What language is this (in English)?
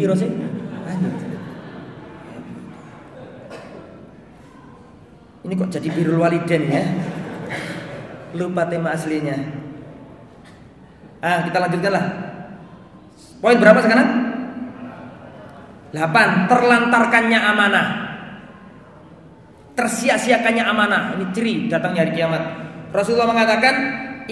Indonesian